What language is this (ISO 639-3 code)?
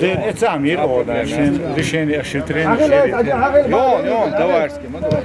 che